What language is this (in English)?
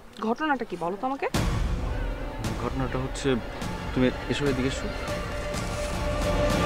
Bangla